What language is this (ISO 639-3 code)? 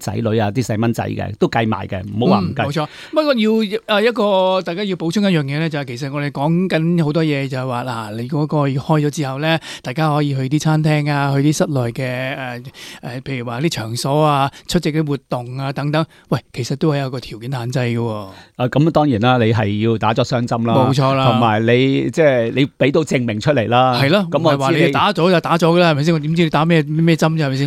yue